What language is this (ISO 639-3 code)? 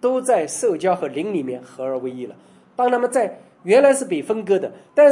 zho